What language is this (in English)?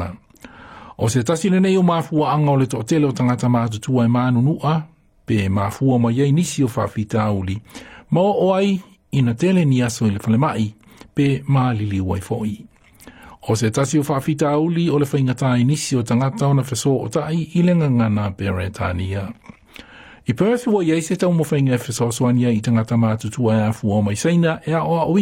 Samoan